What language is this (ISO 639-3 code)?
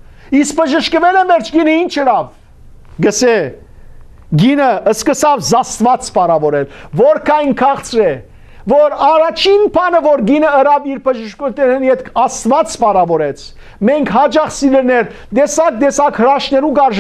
hyw